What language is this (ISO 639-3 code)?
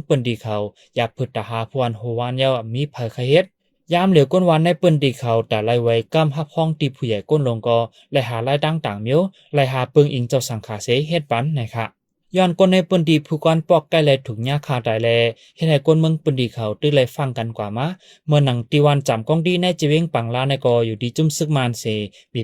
shn